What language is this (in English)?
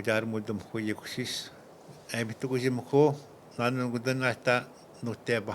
Atikamekw